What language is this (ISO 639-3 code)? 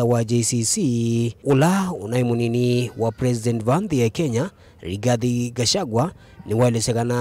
kam